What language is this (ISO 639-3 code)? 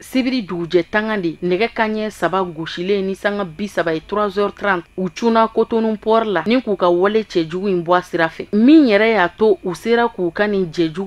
bam